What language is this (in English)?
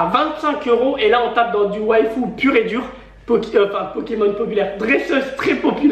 French